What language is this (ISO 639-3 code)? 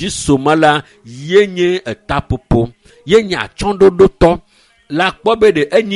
ewe